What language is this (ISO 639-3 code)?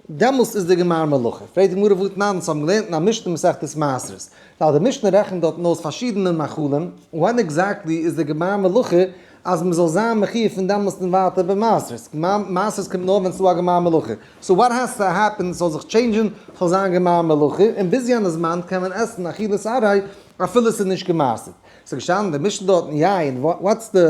yid